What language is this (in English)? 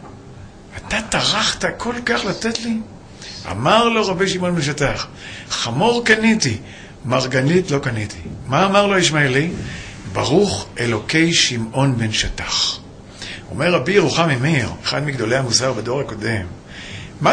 Hebrew